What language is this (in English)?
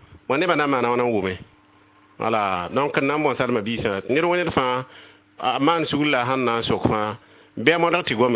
Mossi